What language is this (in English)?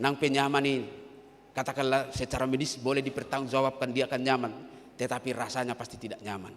Batak Toba